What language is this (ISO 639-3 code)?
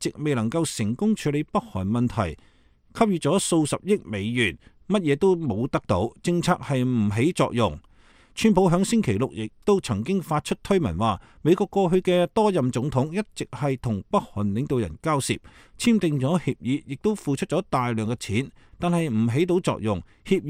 yue